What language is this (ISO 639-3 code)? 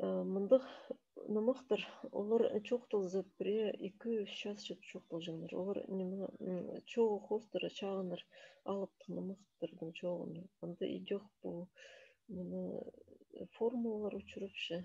kjh